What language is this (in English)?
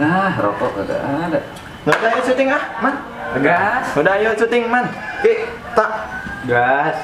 Betawi